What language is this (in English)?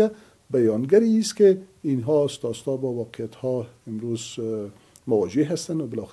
Persian